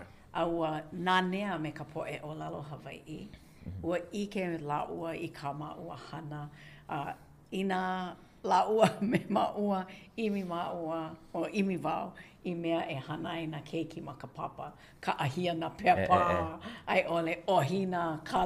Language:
Hawaiian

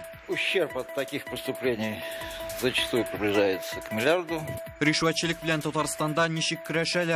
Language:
Tatar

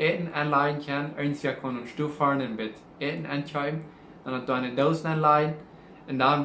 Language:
Plautdietsch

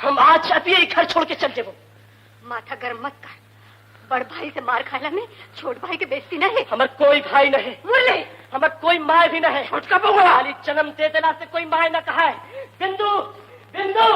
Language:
Magahi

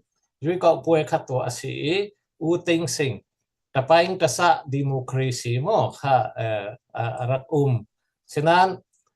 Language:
Falam Chin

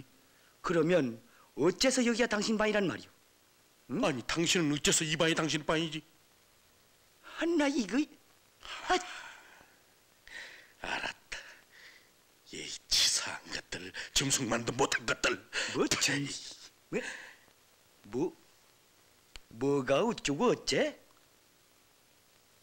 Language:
Korean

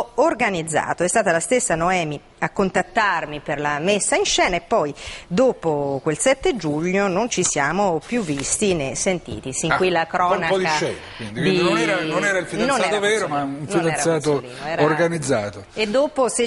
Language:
Italian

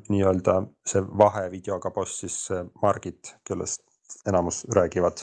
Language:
Estonian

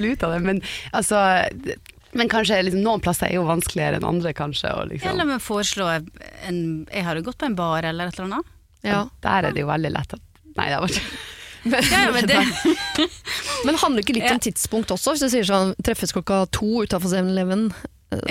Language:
Norwegian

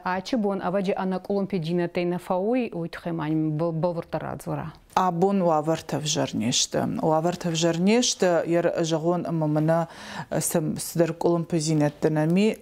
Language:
Ossetic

